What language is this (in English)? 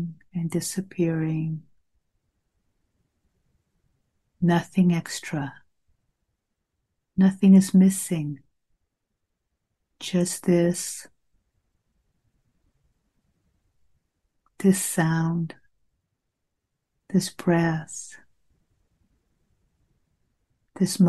English